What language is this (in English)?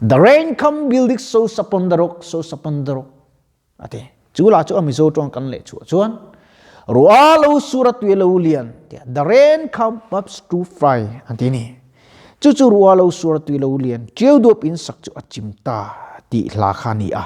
Mizo